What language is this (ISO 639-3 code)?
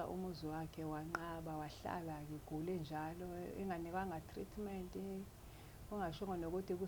zul